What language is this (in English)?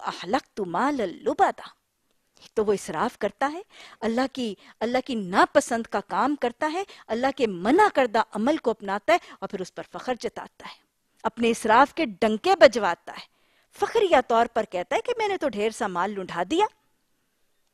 Urdu